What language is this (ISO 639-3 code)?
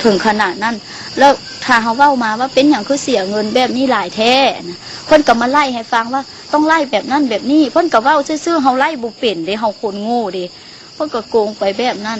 lao